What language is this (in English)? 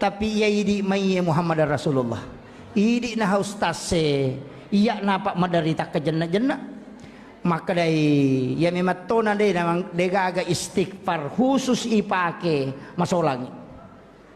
Buginese